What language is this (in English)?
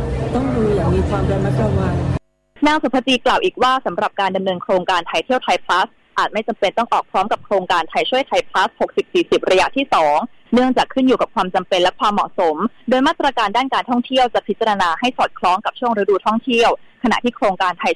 Thai